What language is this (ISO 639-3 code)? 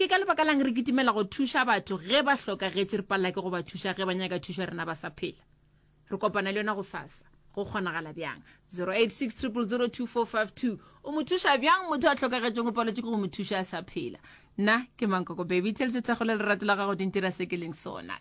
nso